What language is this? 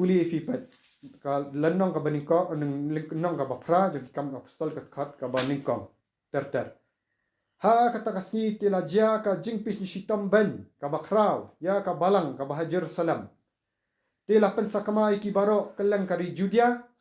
Khasi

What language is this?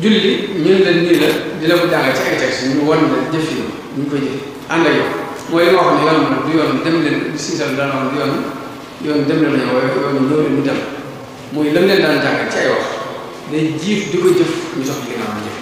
Wolof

